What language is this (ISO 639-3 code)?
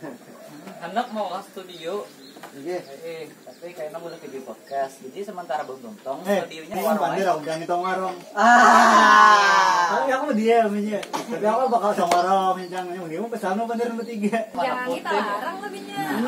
bjn